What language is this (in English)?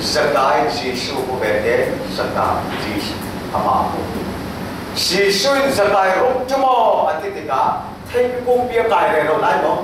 Falam Chin